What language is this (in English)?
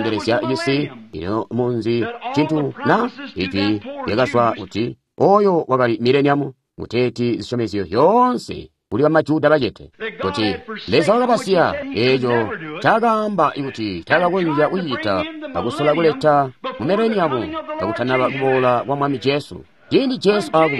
Tonga (Zambia)